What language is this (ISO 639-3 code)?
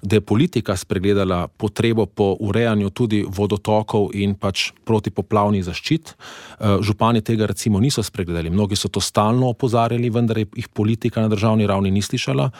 slv